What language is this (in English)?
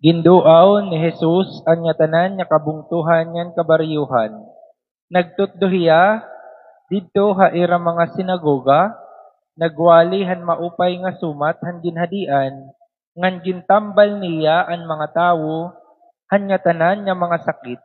Waray